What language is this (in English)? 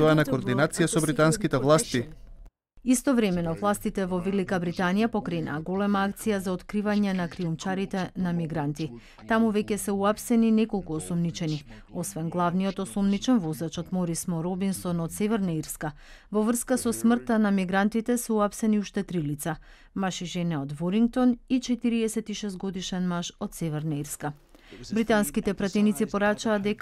Macedonian